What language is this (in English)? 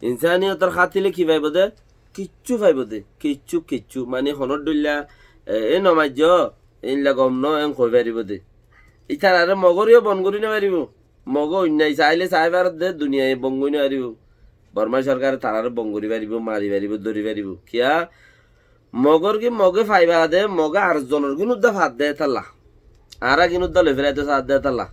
Rohingya